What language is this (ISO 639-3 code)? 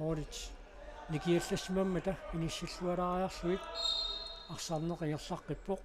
kal